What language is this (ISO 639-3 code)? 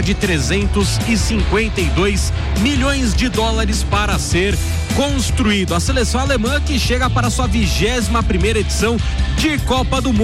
por